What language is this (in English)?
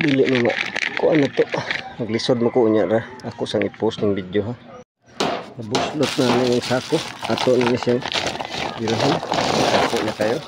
Cebuano